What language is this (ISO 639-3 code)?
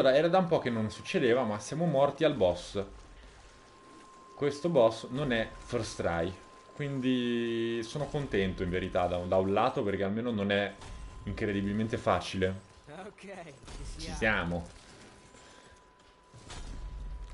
ita